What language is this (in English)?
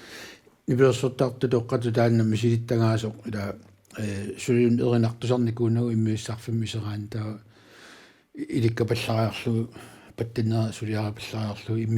Kalaallisut